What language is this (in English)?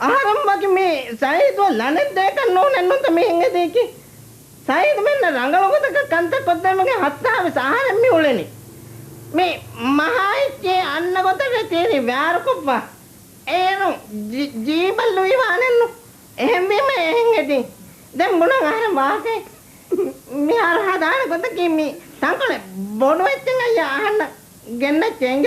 Divehi